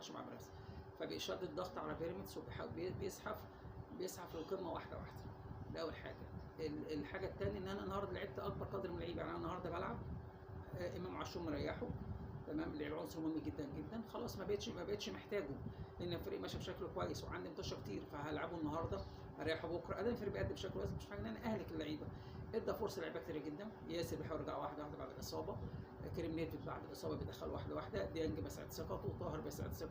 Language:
Egyptian Arabic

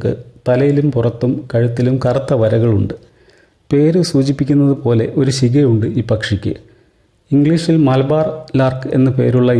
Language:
Malayalam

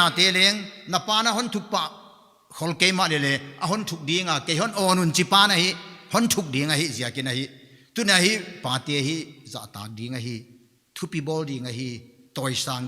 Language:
Paite Chin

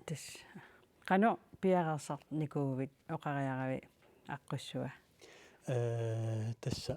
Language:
Kalaallisut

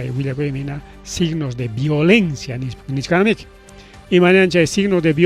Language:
Ayacucho Quechua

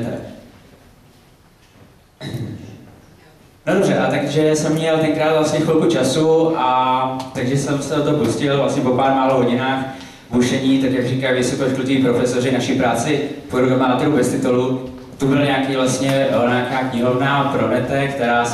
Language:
Czech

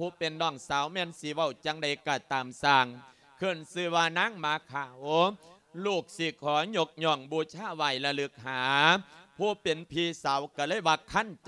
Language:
Lao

